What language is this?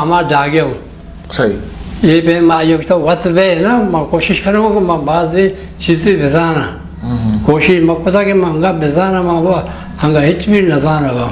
Eastern Balochi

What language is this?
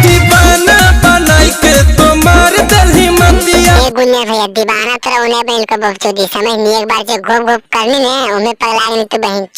Magahi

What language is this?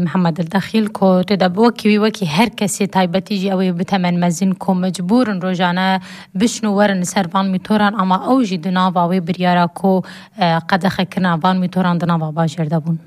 Kurdish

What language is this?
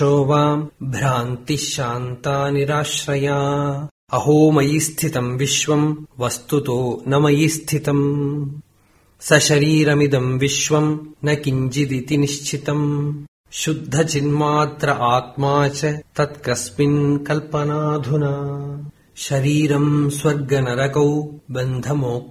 Sanskrit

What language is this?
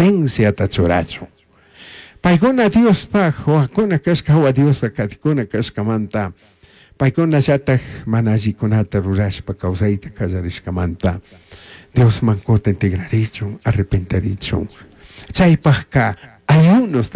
Chimborazo Highland Quichua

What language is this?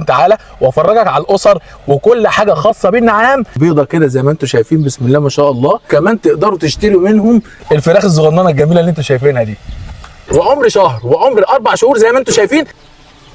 Egyptian Arabic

